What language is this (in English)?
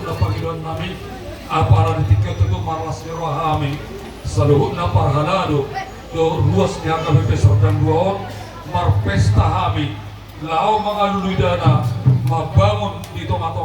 Batak Toba